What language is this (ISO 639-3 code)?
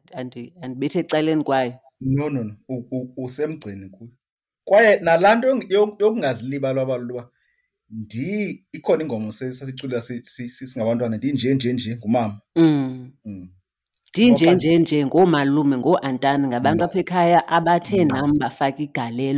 xho